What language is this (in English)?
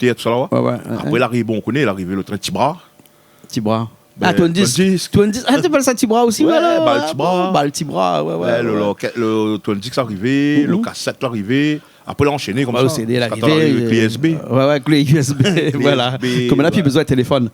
Réunion Creole French